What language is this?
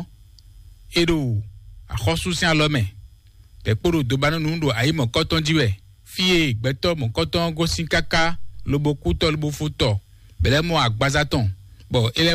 Fon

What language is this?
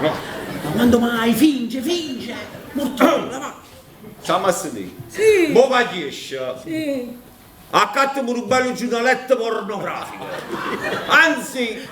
Neapolitan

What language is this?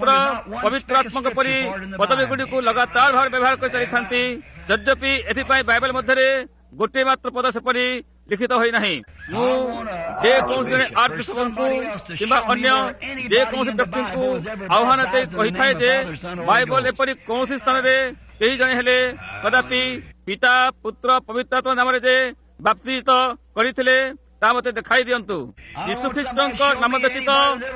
Odia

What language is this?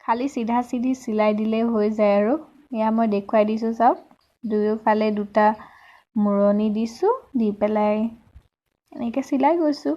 Assamese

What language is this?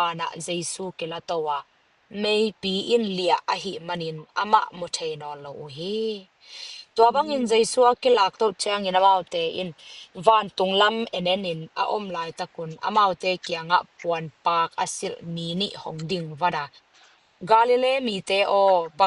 Tedim Chin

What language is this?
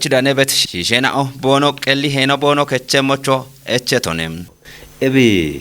Kafa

